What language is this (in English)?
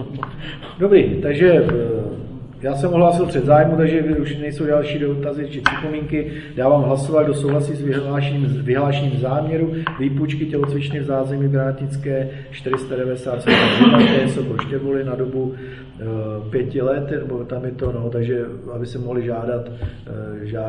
Czech